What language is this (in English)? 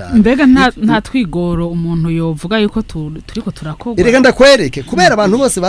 Rundi